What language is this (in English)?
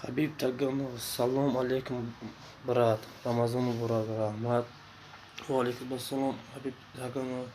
Tajik